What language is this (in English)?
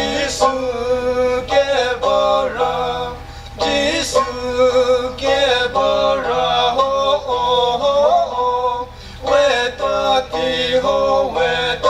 Chokri Naga